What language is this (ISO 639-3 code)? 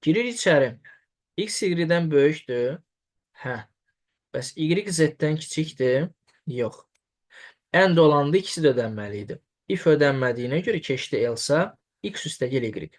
aze